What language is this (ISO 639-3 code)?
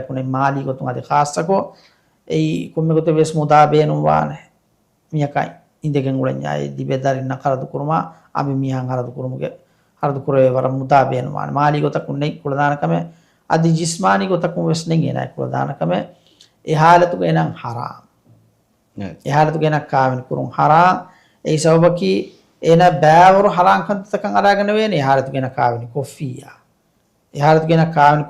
div